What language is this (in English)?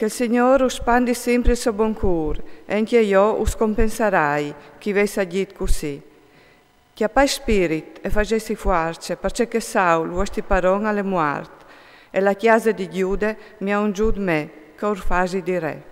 Friulian